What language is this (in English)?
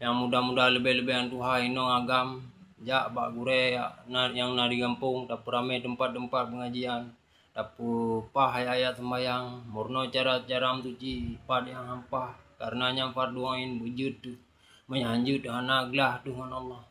Achinese